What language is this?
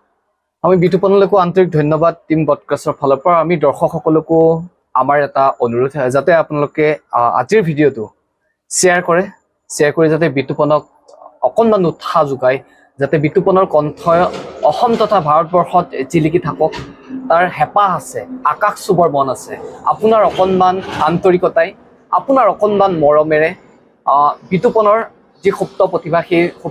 Assamese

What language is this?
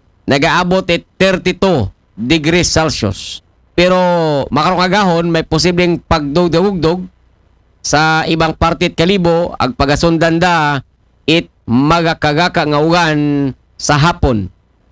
Aklanon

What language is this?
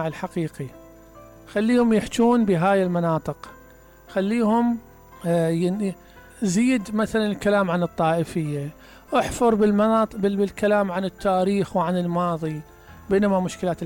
Mesopotamian Arabic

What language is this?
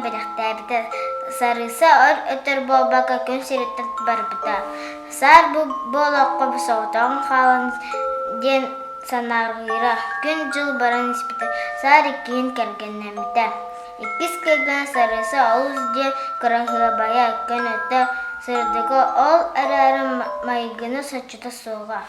Yakut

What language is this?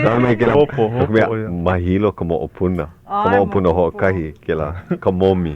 Hawaiian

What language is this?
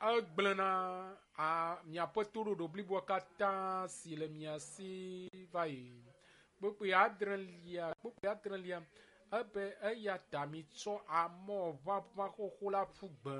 Ewe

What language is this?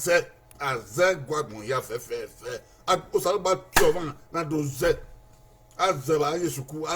Bini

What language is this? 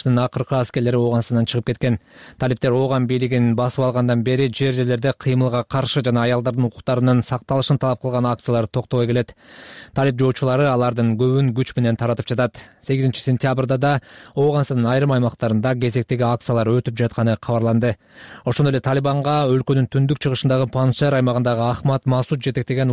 Kyrgyz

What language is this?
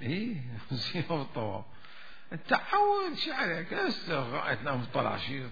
Mesopotamian Arabic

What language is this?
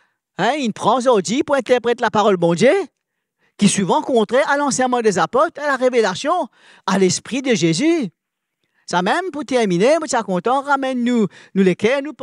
Morisyen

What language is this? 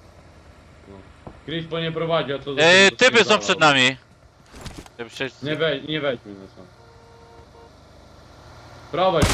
Polish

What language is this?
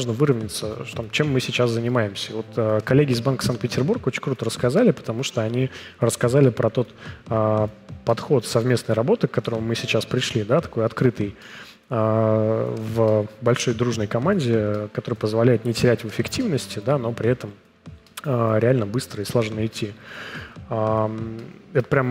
Russian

